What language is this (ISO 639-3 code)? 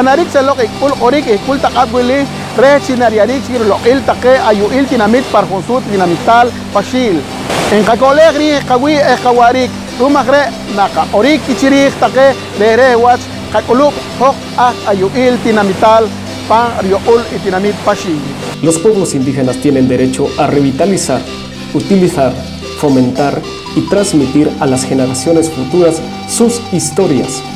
poh